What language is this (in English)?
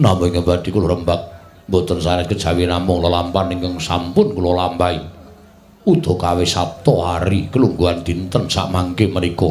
Javanese